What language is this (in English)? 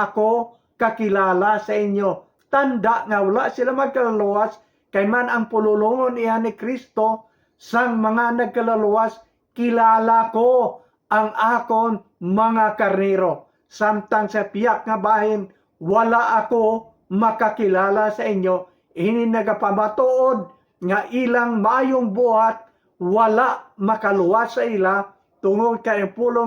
Hiligaynon